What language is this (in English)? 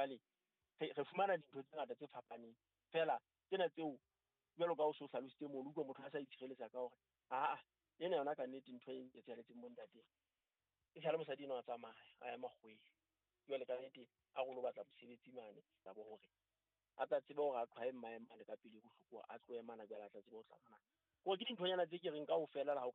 Southern Sotho